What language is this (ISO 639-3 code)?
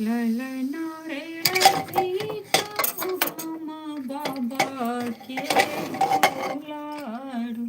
mai